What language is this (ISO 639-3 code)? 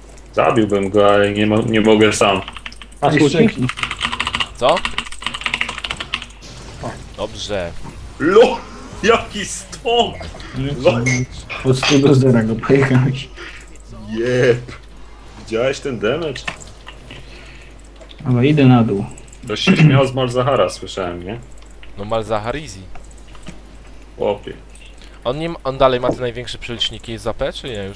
pol